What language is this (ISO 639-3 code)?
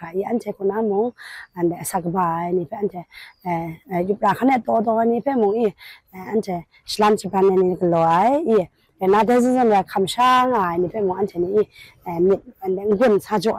kac